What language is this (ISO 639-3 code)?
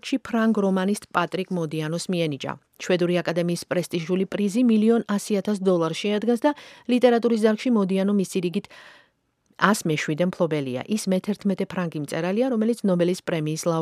kat